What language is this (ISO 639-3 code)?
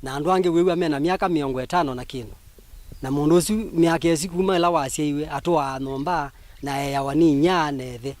kam